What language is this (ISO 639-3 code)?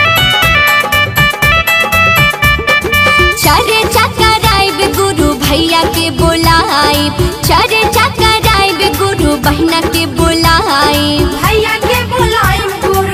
bho